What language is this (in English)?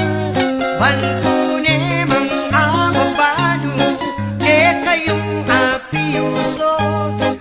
Pampanga